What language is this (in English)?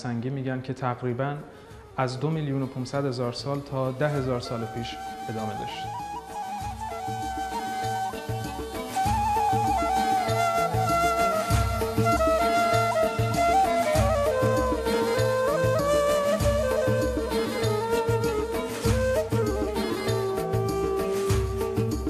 Persian